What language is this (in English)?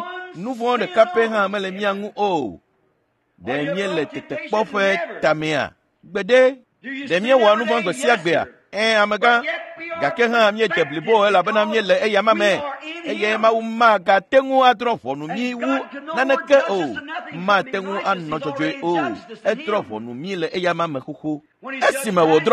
Ewe